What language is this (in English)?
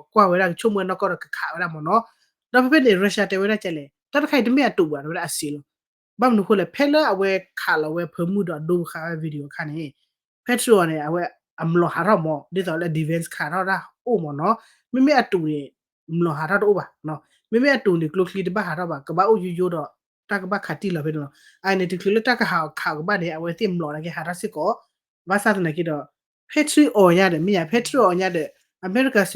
S'gaw Karen